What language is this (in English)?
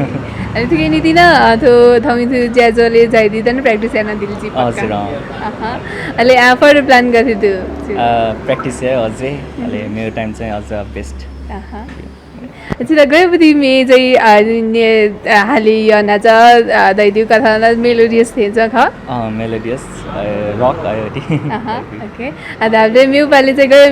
Newari